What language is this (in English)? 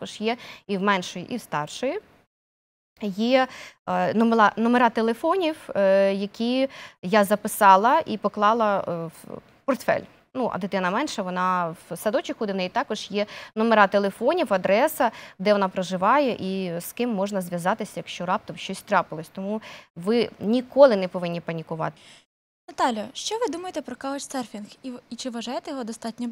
Ukrainian